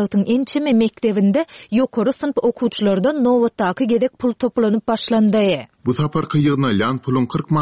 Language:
Turkmen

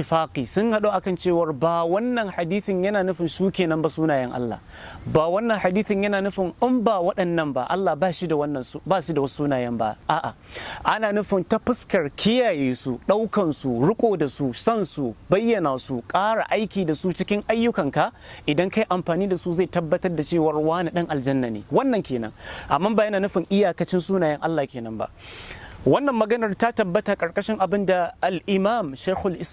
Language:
Hausa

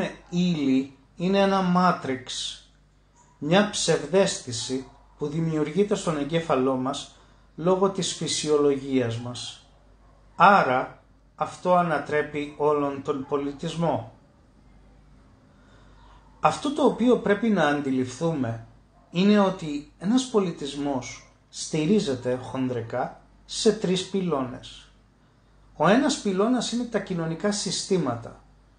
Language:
Greek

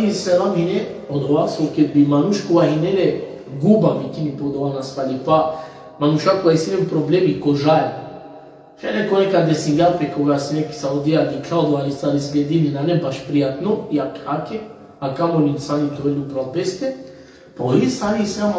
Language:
Balkan Romani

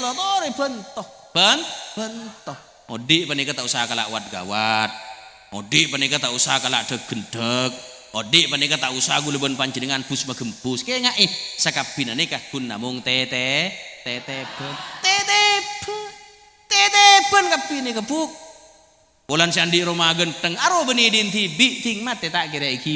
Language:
Madurese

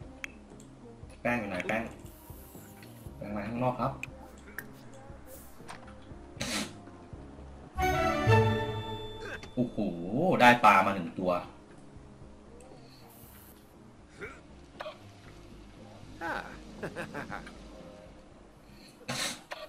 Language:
Thai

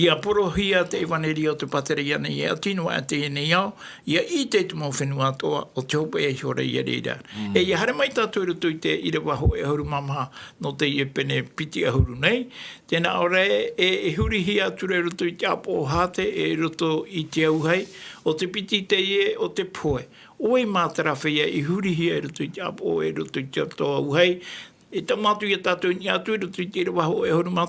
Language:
Tahitian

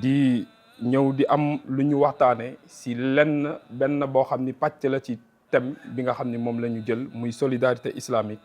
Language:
Wolof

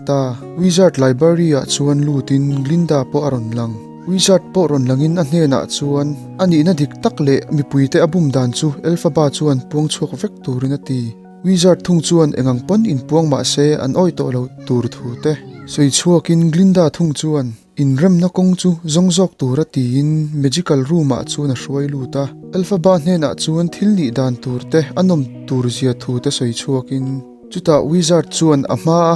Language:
Mizo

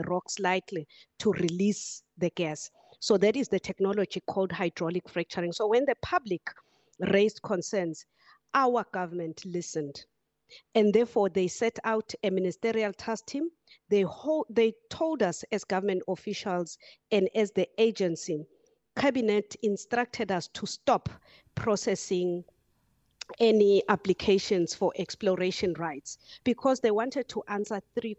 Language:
English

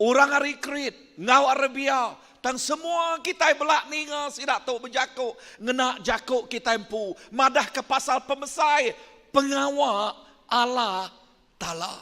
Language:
Iban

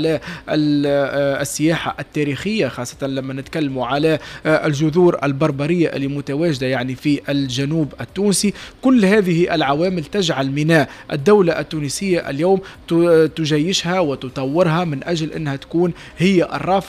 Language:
Tunisian Arabic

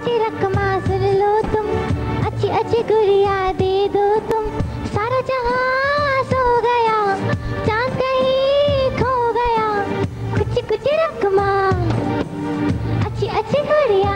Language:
Hindi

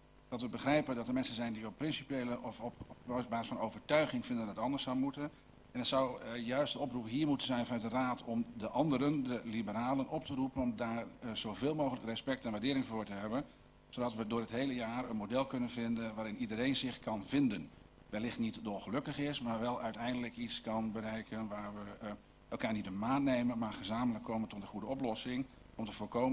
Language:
Dutch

